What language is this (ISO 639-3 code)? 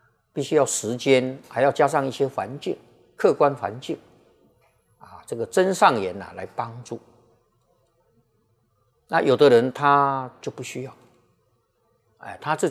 zho